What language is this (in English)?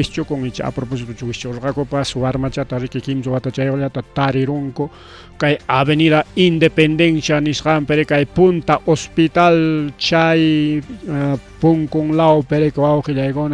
Ayacucho Quechua